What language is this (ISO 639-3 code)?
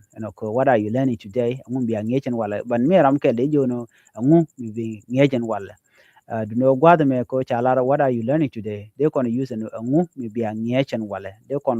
nus